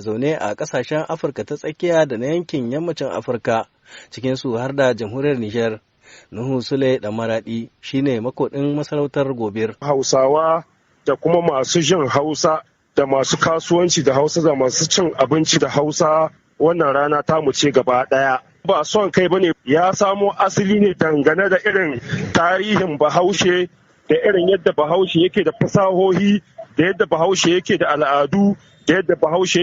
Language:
Hausa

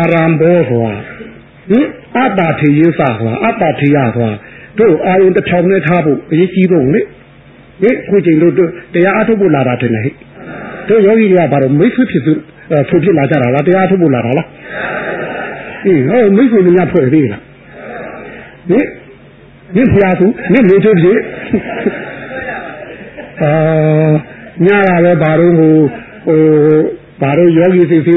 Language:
Burmese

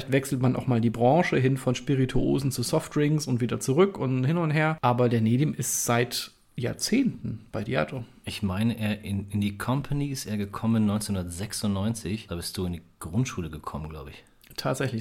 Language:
German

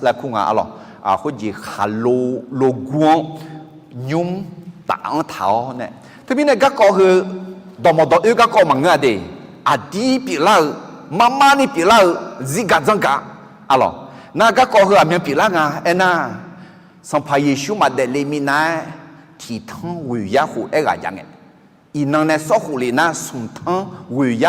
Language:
Akha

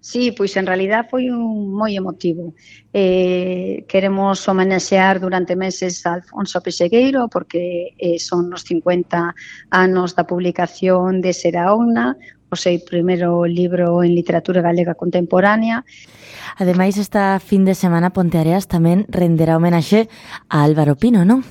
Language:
Galician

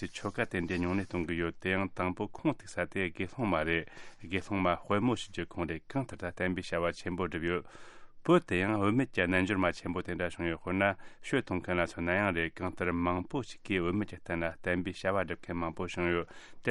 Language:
Tibetan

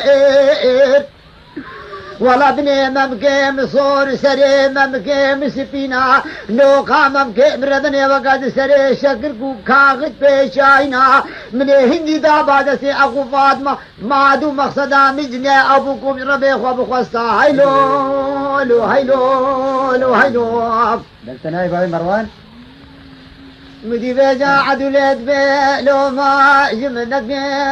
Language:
Kurdish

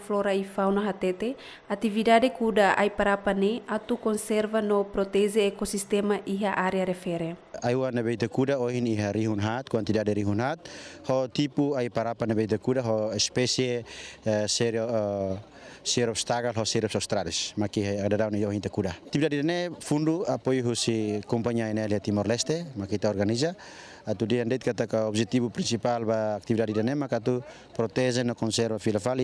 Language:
Tetum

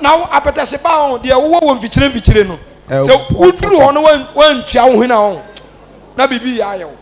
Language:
Akan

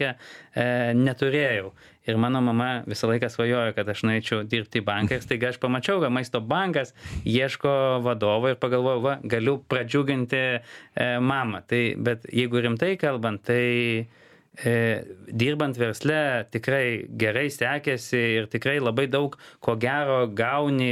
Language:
Lithuanian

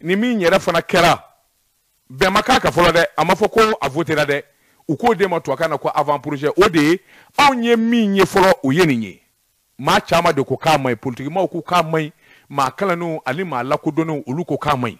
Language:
Bambara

